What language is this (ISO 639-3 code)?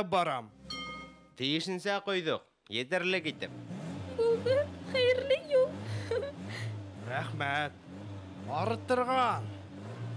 bak